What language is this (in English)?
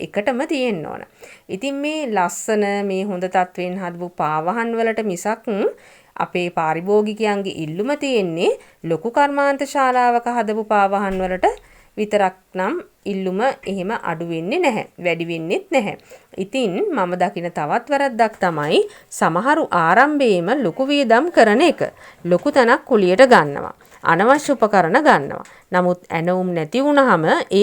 Sinhala